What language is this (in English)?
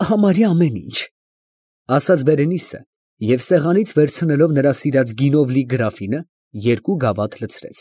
Armenian